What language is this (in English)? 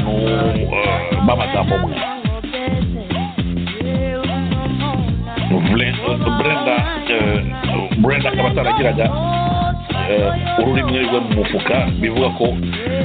Kinyarwanda